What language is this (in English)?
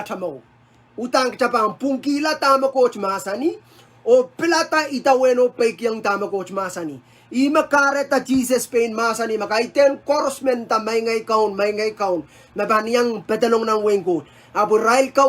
Pohnpeian